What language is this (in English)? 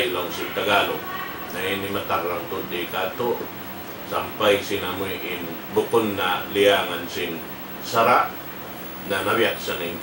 Tausug